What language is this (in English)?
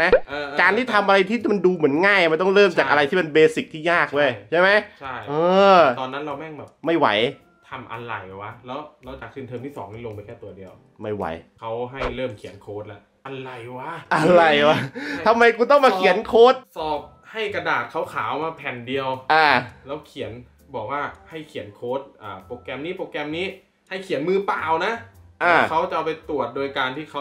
Thai